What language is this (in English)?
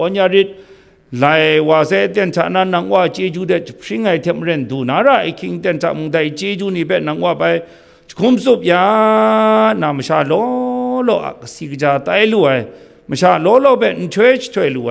Kachin